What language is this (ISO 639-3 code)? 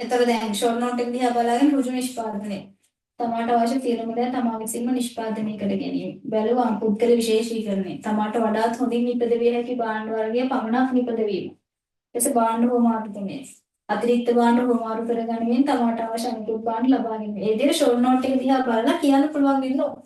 sin